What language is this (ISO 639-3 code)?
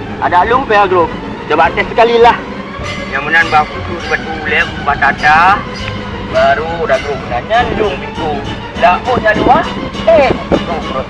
ace